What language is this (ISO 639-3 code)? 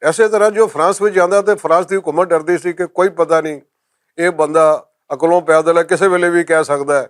lah